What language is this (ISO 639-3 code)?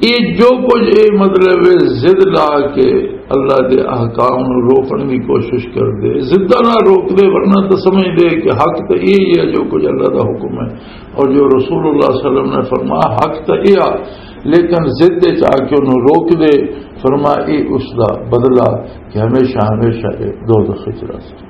lah